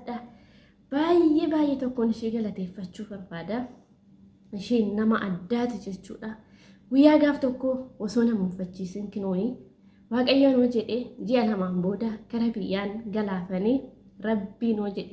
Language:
Oromo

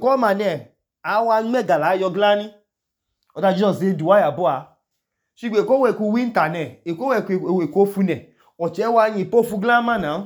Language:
Idoma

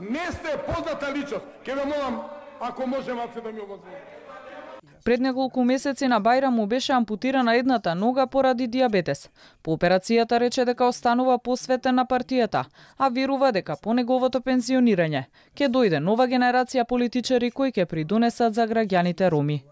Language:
Macedonian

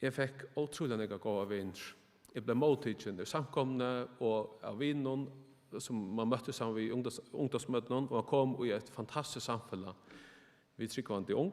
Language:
Faroese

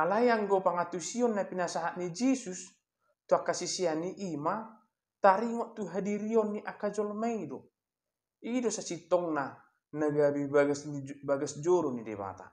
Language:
Batak Toba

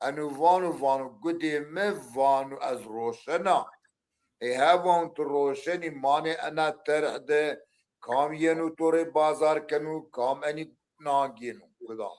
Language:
Zaza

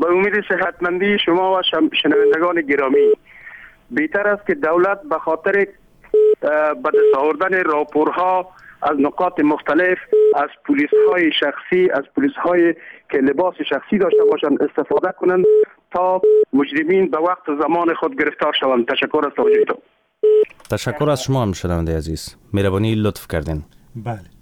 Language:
Persian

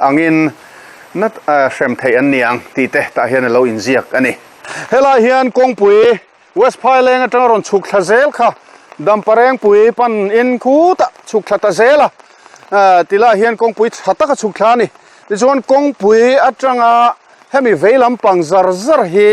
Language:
Mizo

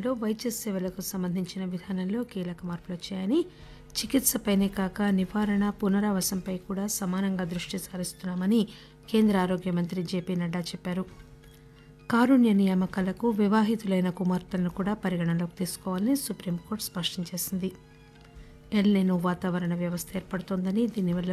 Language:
Telugu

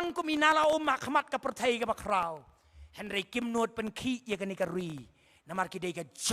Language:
Khasi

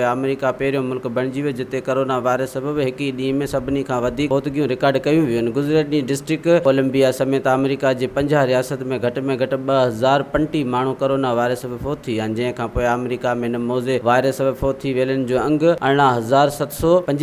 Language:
Sindhi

